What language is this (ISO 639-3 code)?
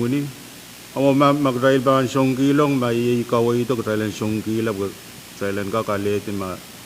pon